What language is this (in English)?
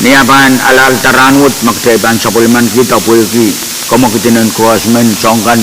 Pohnpeian